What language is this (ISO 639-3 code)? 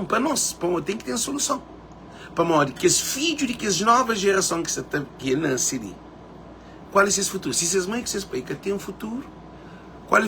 kea